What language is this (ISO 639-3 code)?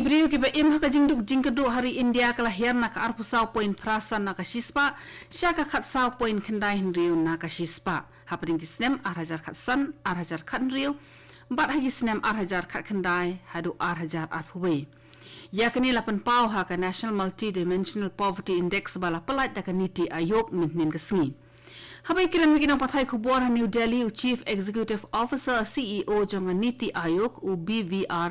kha